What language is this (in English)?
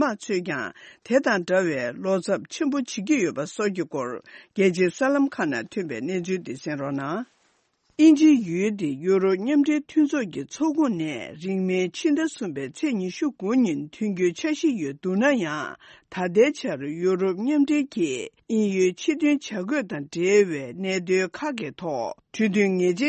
Tibetan